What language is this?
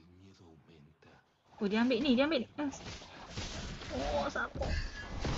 Malay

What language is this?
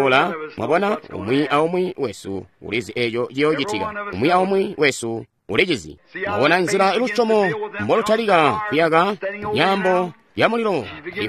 Tonga (Zambia)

